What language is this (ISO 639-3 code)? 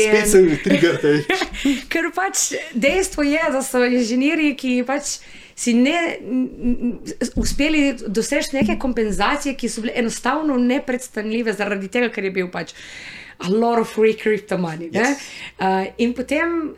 slv